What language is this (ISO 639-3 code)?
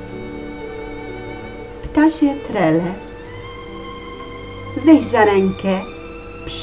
pol